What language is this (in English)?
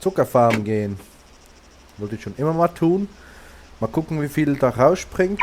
Swiss German